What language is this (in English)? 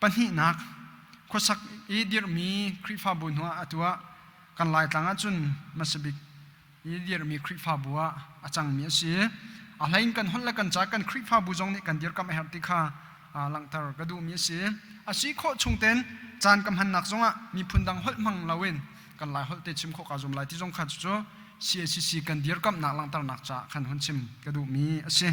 Hakha Chin